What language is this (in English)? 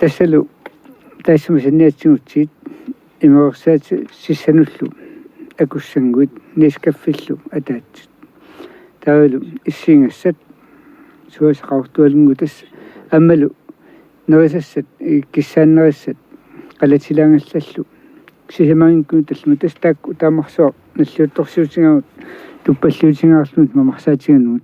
Kalaallisut